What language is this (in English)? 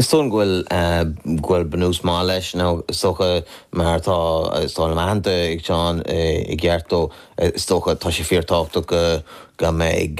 Irish